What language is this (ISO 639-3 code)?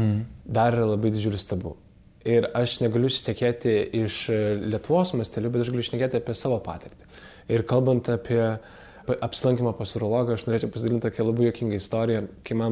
lit